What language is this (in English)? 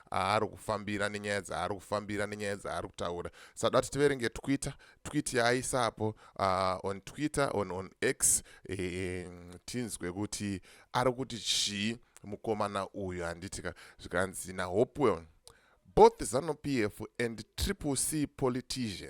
Shona